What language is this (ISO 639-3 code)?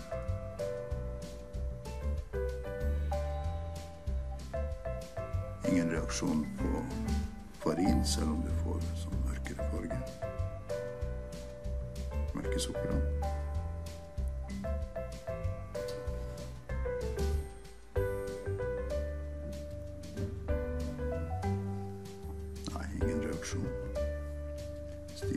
nor